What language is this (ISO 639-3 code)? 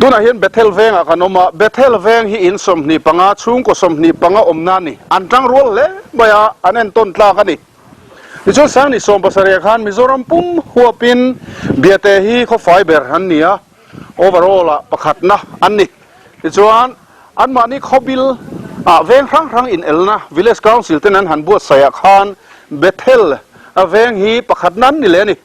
lus